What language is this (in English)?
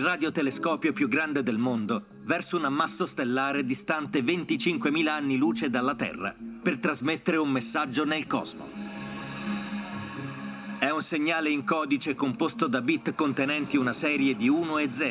Italian